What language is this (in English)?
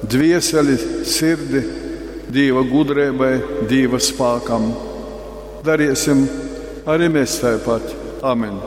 Latgalian